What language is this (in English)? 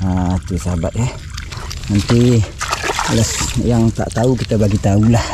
Malay